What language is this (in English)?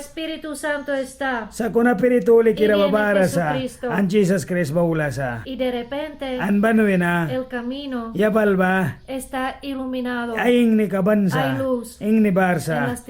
Mískito